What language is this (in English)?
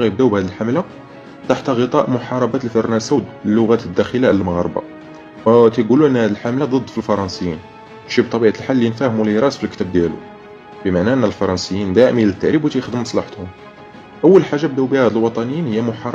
Moroccan Arabic